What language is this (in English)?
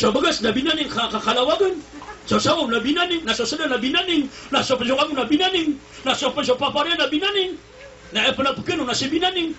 Maranao